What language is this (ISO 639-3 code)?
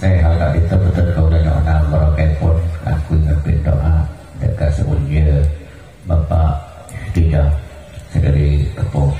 mad